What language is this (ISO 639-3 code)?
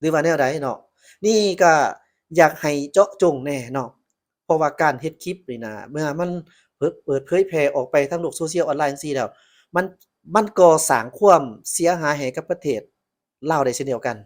lao